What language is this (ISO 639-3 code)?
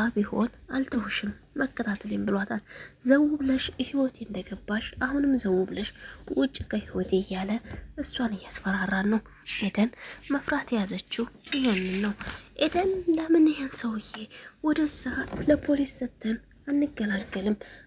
amh